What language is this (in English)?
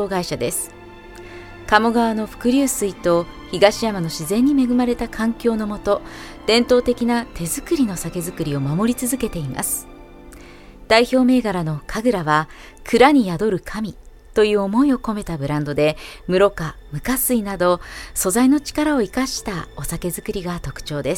Japanese